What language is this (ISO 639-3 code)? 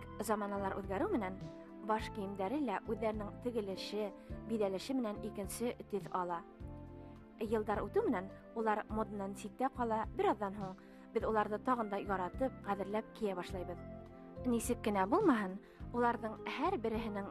bak